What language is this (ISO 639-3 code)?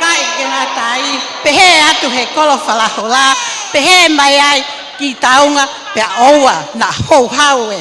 ton